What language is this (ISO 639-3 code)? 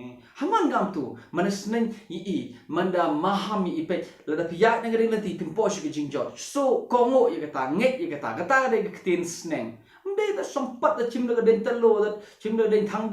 kha